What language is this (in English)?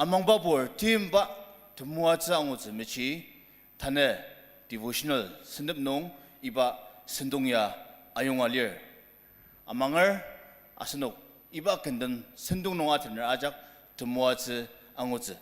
Ao Naga